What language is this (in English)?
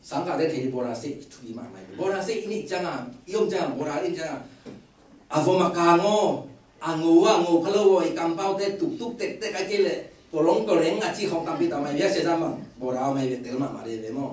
Tedim Chin